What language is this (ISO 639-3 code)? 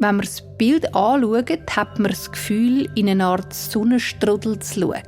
gsw